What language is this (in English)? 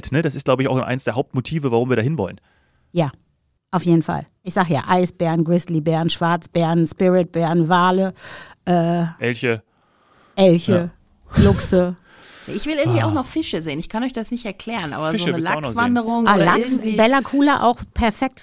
German